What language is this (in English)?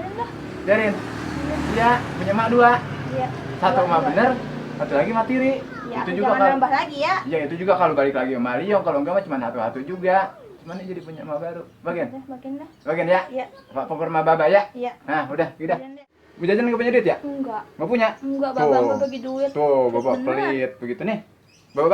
Betawi